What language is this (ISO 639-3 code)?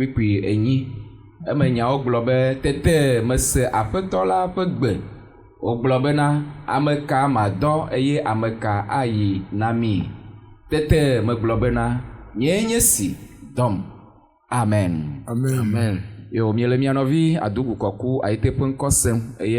ewe